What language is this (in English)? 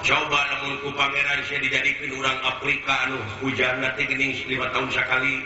Sundanese